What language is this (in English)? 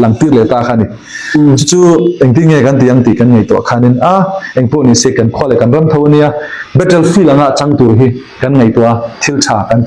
Falam Chin